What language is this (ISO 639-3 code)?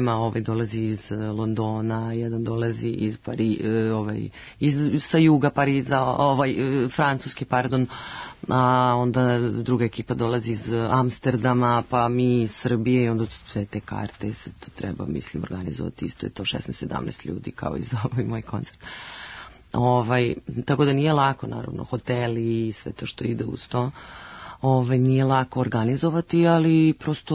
srp